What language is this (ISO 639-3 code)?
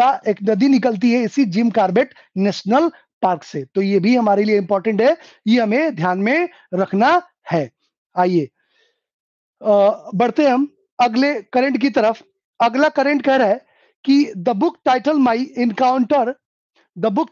hin